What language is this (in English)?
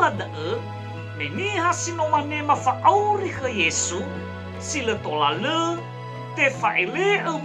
Nias